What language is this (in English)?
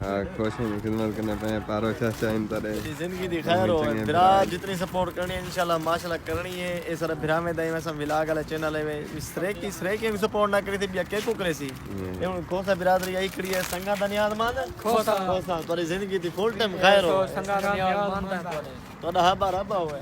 Saraiki